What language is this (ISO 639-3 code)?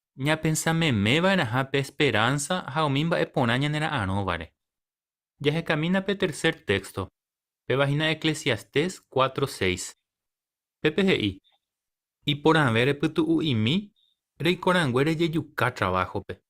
grn